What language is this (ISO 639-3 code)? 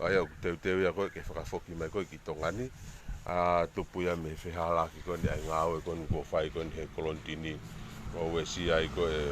ton